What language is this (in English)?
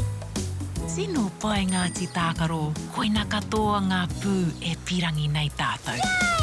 Māori